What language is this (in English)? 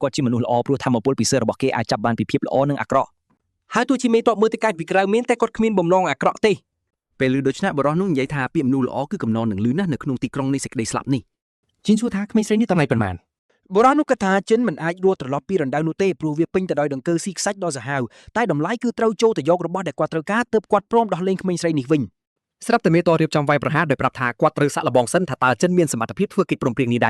Khmer